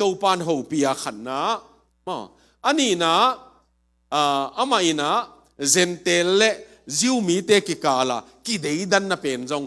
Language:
Tedim Chin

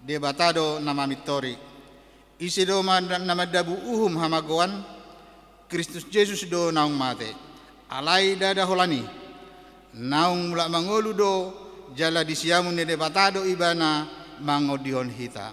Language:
Batak Toba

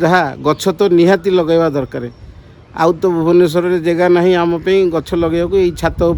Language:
Odia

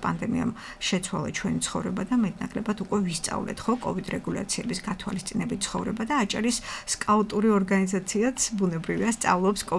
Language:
Georgian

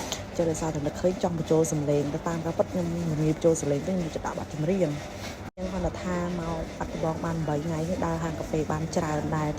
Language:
Khmer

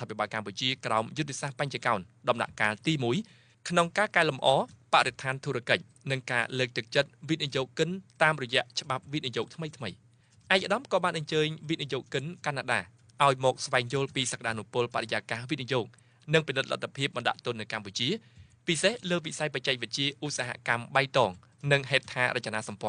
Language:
Khmer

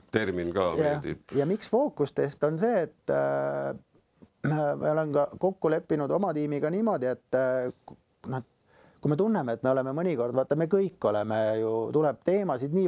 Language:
Estonian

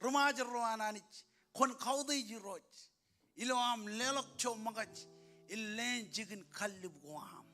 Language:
Marshallese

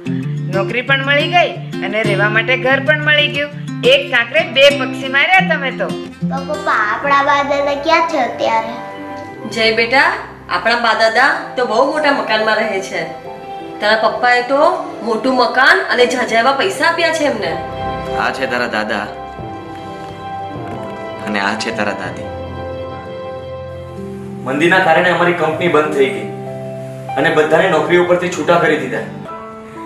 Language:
Gujarati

